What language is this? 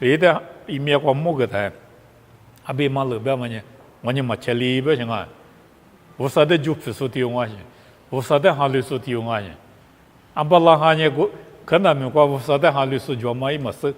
Lisu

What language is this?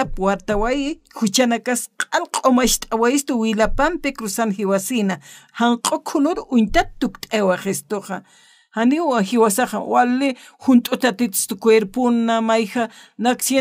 Aymara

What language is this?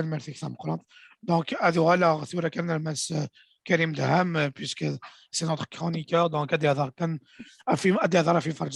Kabyle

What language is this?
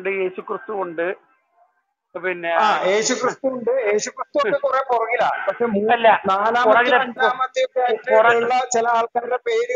Malayalam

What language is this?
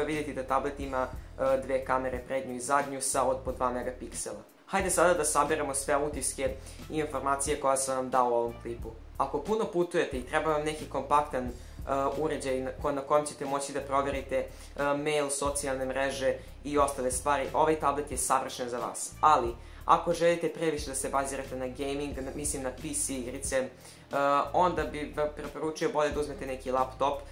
Serbian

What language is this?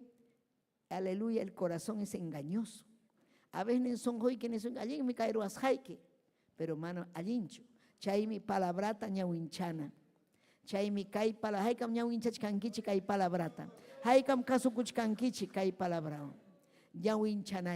Ayacucho Quechua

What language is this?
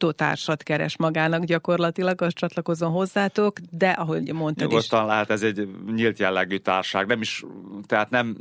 Hungarian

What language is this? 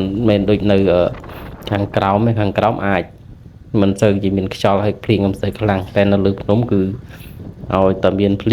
Khmer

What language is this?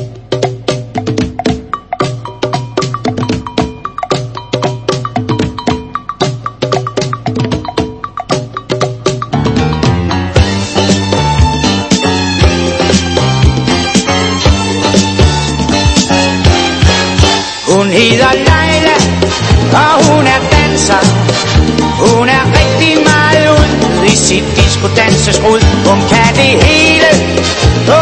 Danish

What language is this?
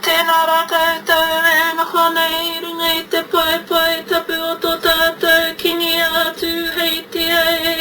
Māori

